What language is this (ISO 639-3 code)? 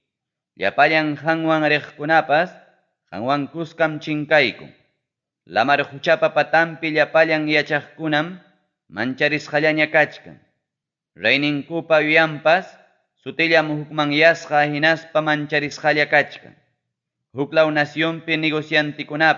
quy